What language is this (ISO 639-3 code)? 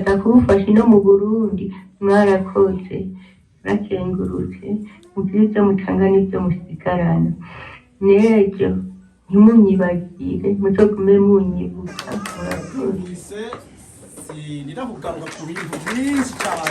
run